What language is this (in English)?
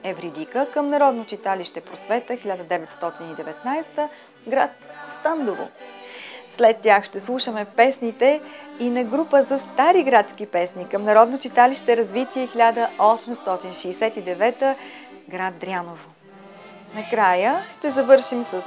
Bulgarian